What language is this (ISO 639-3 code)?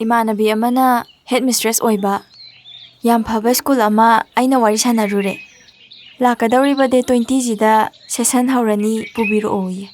mni